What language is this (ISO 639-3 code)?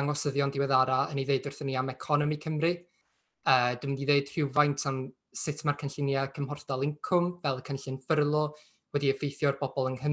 cym